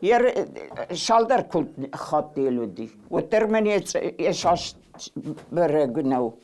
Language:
Ossetic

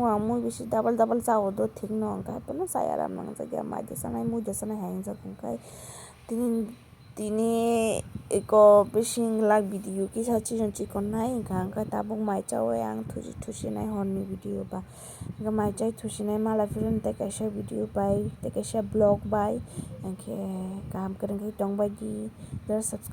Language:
Kok Borok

